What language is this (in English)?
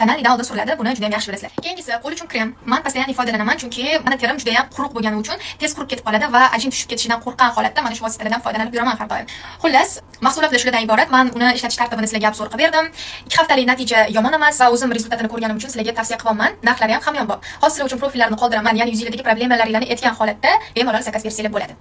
Uzbek